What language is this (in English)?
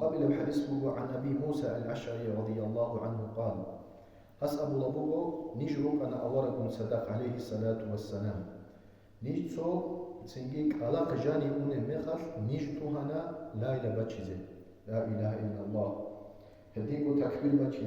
Avaric